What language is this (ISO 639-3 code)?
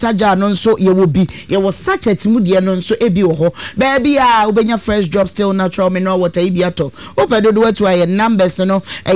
aka